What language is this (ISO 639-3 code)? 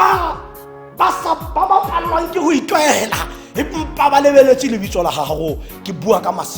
tsn